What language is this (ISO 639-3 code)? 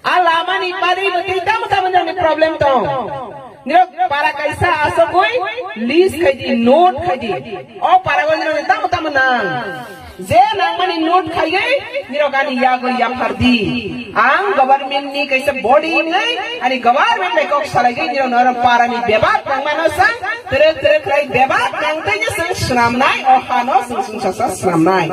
trp